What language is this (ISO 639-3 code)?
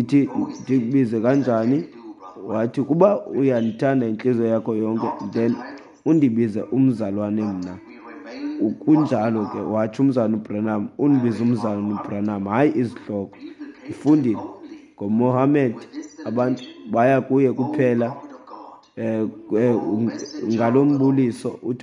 xho